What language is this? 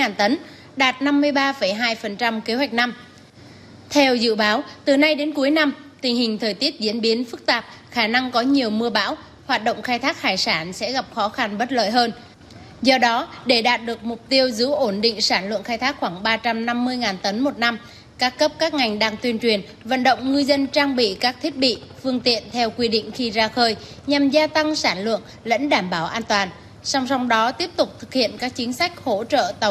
Vietnamese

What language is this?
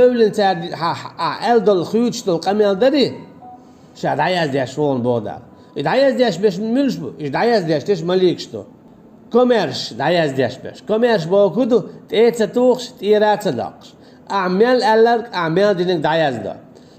Chechen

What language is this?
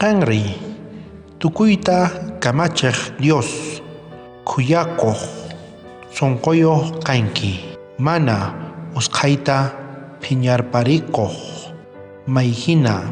South Bolivian Quechua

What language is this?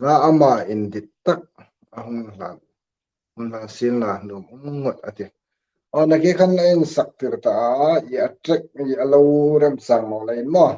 Hmar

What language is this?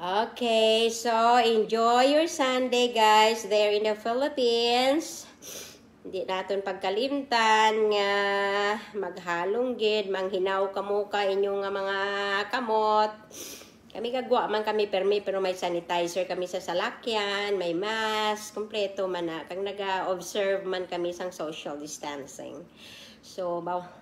Kinaray-a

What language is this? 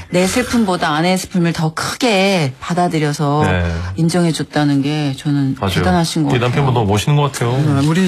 Korean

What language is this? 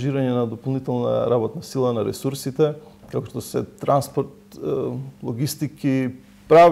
Macedonian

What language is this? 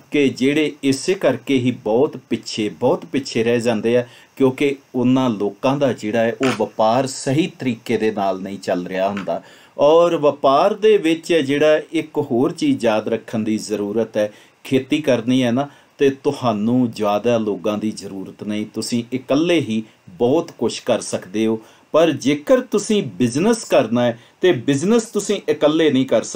Punjabi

